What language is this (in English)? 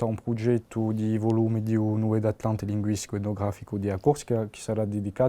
Corsican